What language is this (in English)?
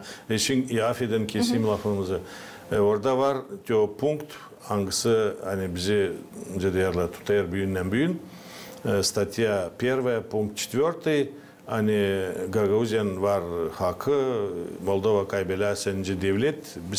Gagauz